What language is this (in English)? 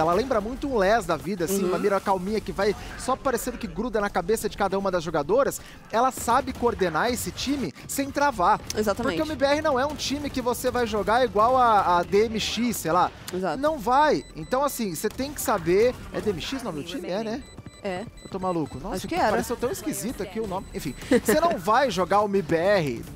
Portuguese